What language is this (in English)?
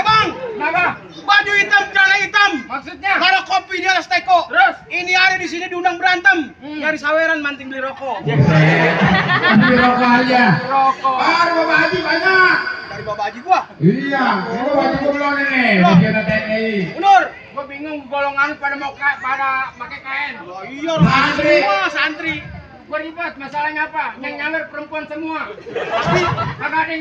Betawi